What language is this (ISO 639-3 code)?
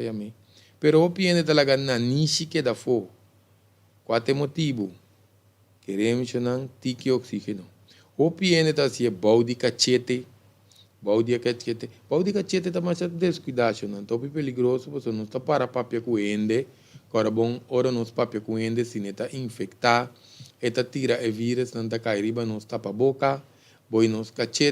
pap